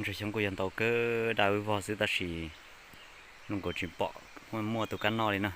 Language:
Hmong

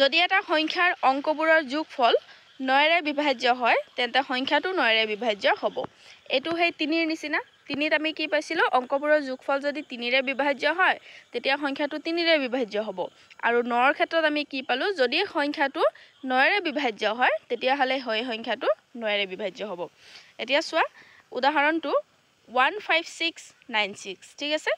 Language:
Assamese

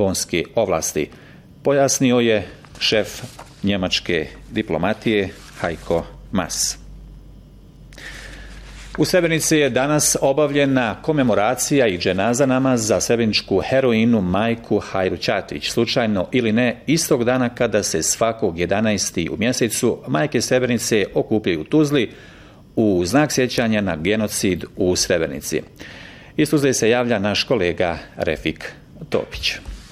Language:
Bosnian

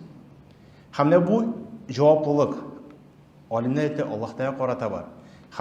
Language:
Tatar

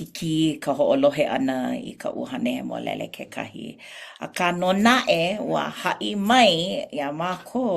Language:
Hawaiian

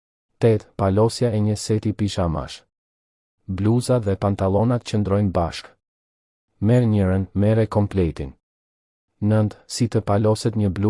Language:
Albanian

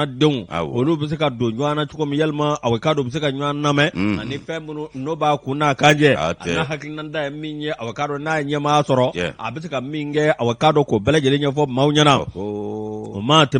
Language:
Bambara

